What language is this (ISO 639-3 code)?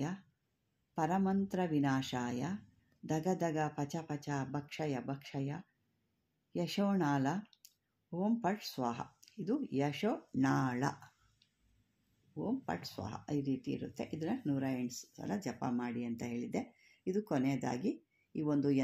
kan